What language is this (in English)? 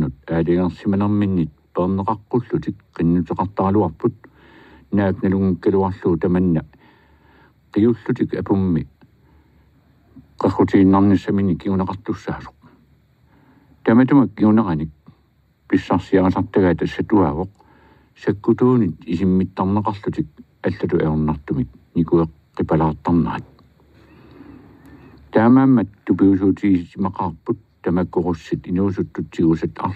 Kalaallisut